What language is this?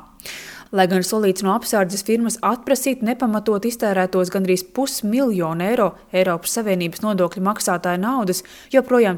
Latvian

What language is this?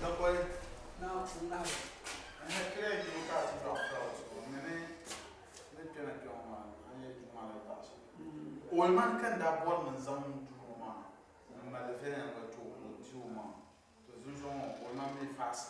Dagbani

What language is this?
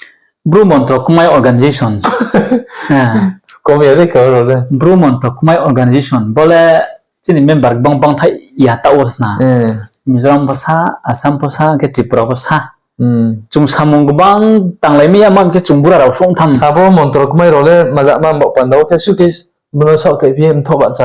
Riang (India)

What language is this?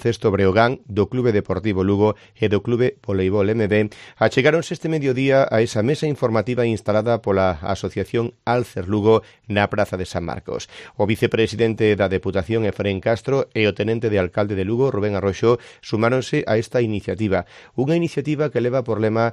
Galician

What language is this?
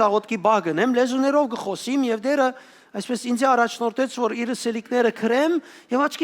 Western Armenian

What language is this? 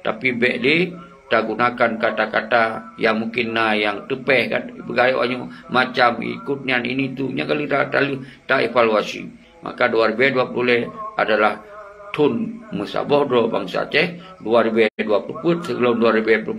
Achinese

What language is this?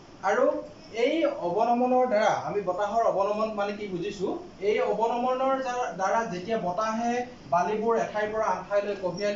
Assamese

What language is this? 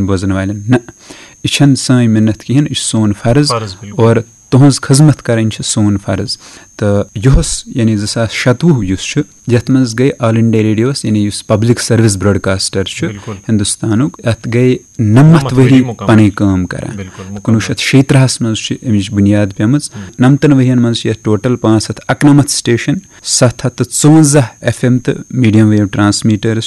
Kashmiri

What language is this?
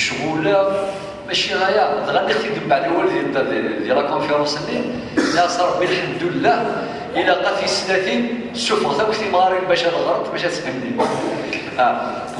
Kabyle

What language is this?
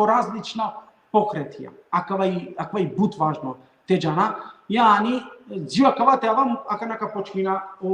Balkan Romani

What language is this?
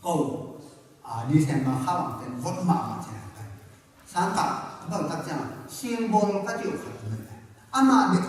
Tedim Chin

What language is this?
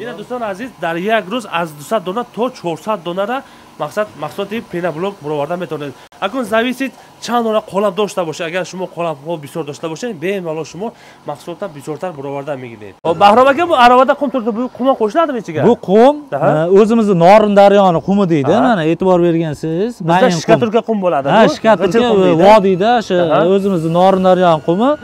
Tajik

